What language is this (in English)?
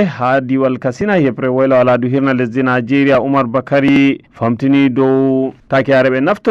Fula